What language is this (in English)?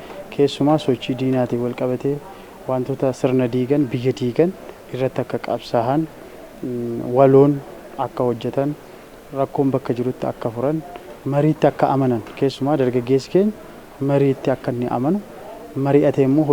Oromo